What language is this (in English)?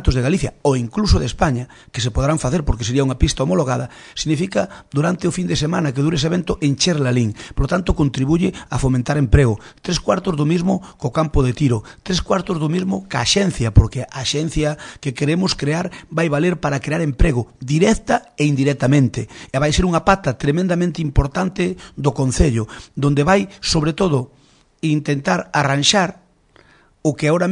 Galician